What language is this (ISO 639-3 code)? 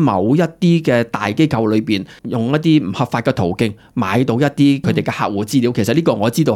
yue